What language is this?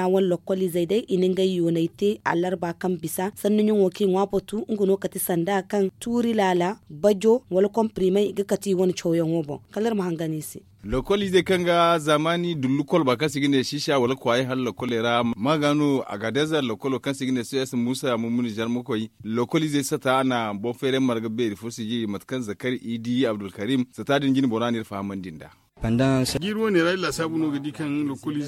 Zarma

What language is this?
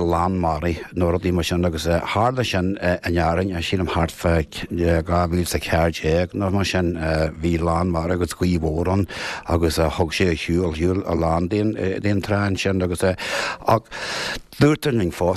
Irish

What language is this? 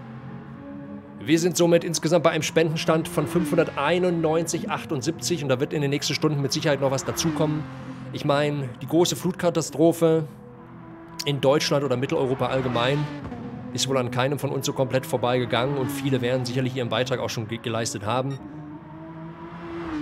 German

